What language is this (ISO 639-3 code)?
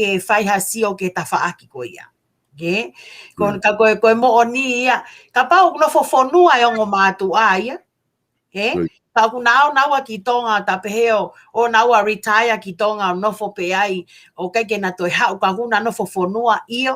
ton